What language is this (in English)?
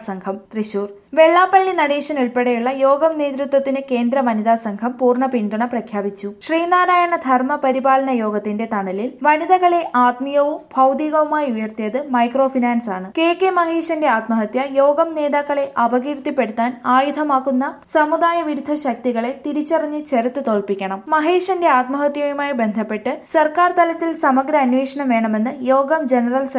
Malayalam